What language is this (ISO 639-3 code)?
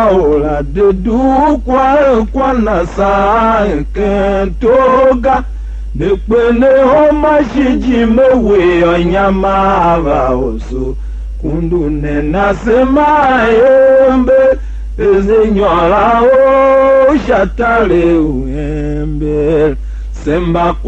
tiv